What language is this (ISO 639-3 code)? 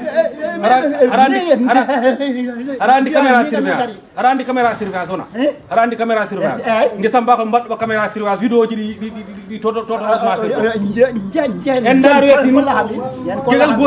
ful